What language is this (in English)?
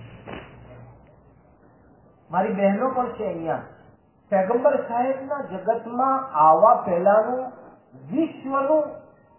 Gujarati